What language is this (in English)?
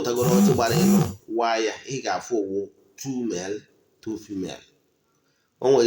Igbo